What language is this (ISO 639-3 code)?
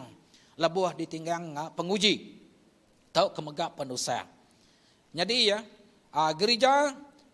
iba